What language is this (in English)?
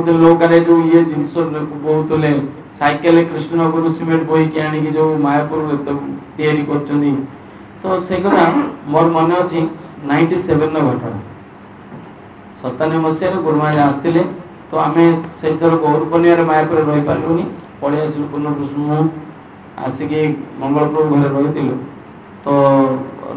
Odia